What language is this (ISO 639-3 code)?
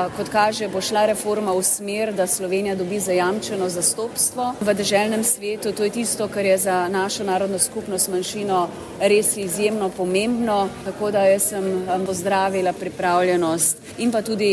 slv